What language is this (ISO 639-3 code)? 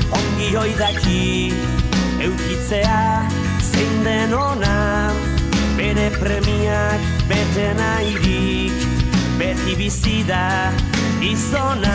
eus